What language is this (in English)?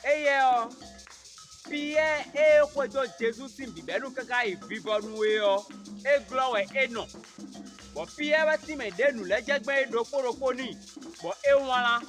Fon